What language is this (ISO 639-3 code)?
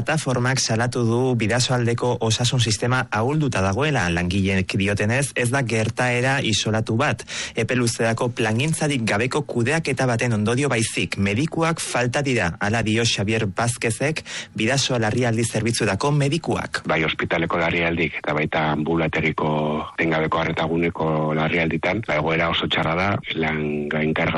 eus